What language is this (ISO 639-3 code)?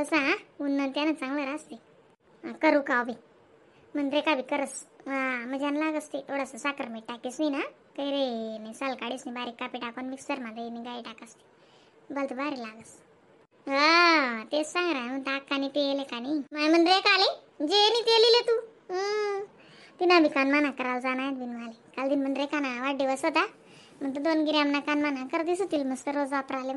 khn